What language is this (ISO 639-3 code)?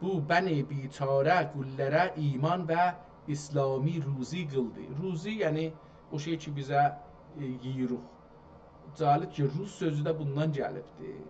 azb